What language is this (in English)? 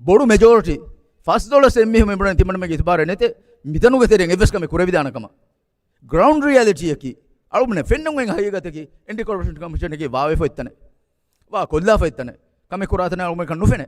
Divehi